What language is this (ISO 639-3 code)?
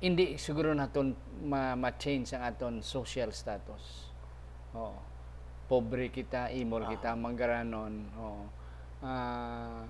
hil